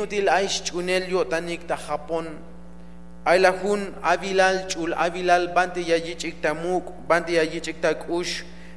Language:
Tzeltal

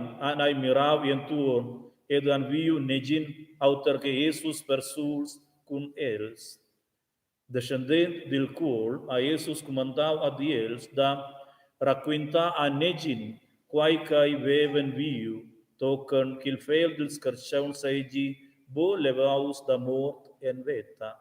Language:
Romansh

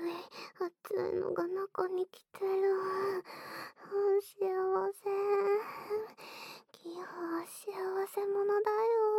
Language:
Japanese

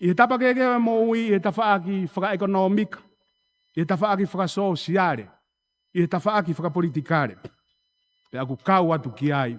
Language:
Tongan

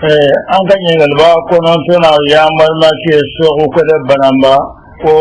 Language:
Bambara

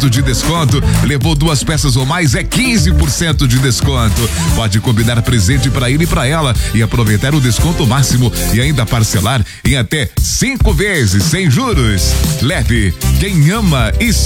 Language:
Portuguese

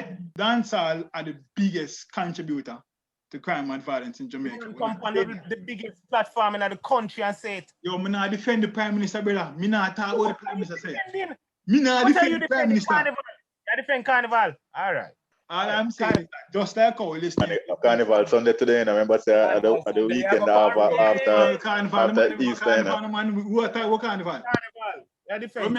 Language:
Jamaican Creole English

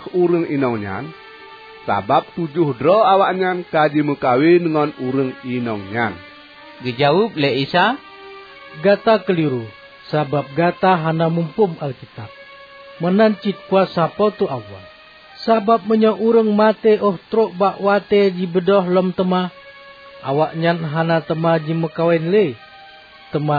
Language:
Achinese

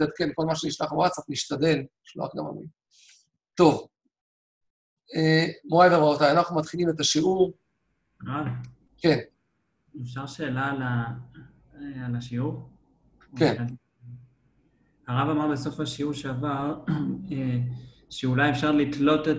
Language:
Hebrew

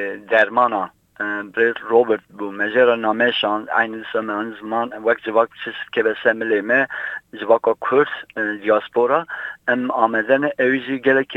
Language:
Kurdish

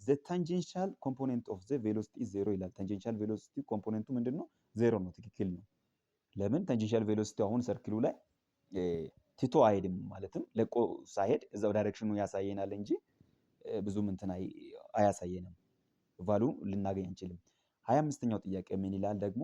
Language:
Amharic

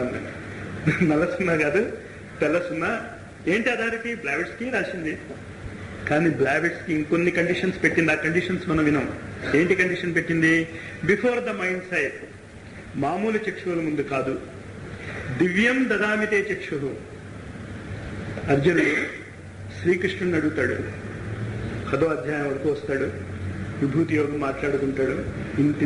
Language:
Telugu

